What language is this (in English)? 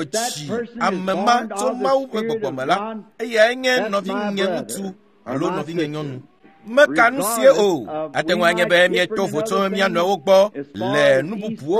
Ewe